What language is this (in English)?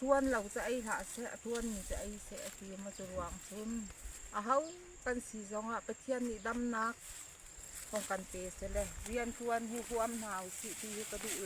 Falam Chin